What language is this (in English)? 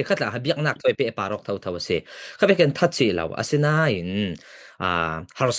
Falam Chin